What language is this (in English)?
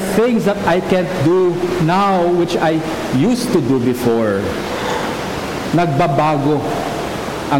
Filipino